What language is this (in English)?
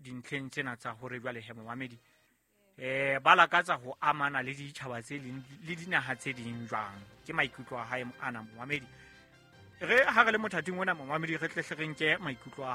Southern Sotho